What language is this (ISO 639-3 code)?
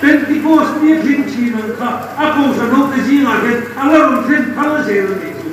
lus